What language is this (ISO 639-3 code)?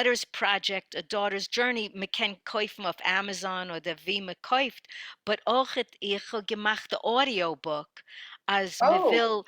yid